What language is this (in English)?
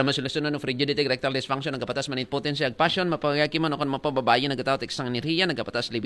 Aklanon